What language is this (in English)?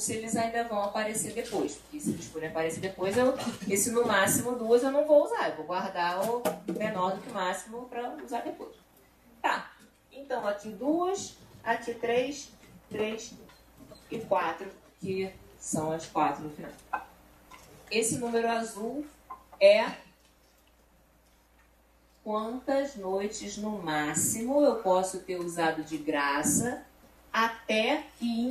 Portuguese